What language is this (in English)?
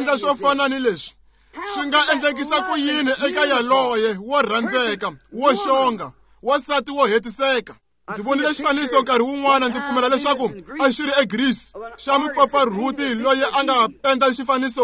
Tsonga